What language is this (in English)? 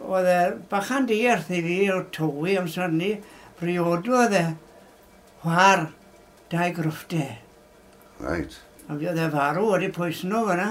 Welsh